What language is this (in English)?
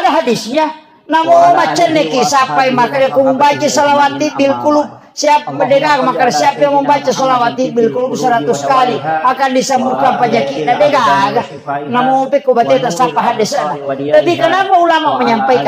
Buginese